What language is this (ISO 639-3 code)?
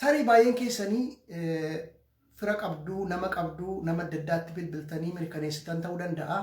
orm